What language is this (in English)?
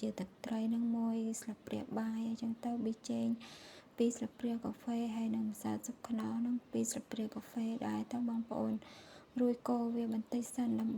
Khmer